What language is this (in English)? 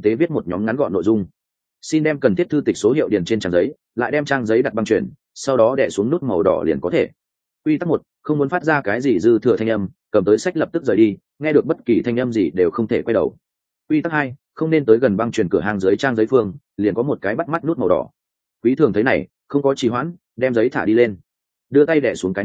Vietnamese